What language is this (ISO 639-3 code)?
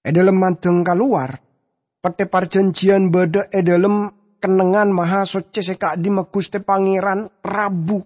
mad